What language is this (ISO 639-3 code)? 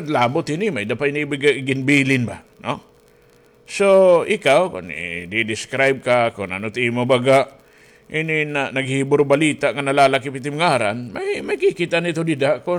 war